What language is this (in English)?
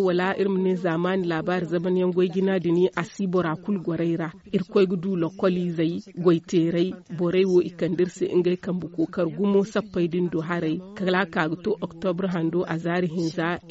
Zarma